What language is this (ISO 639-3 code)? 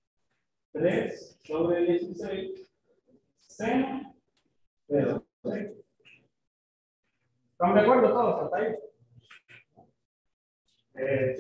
spa